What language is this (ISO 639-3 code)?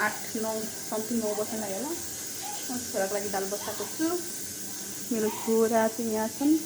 nep